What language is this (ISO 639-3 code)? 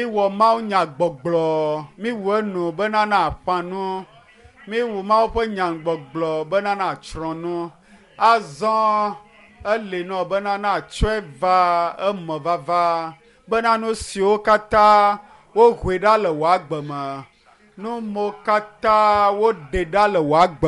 ewe